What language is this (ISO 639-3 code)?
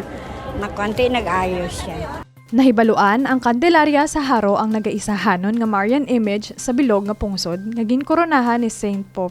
hil